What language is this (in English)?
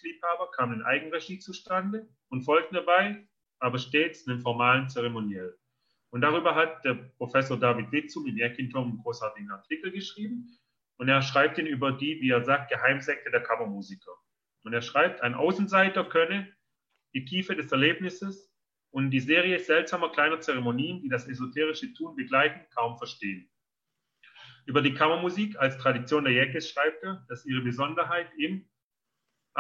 German